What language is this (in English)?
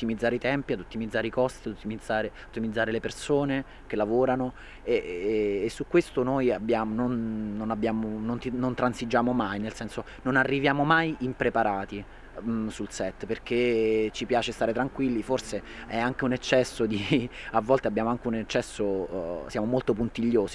Italian